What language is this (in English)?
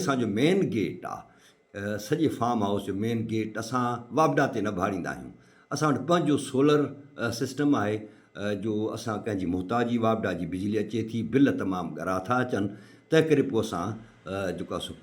Sindhi